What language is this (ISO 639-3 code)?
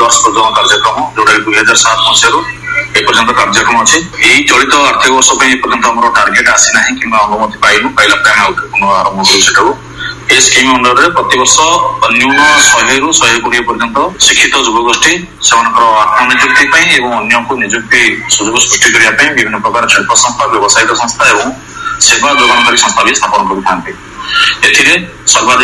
ori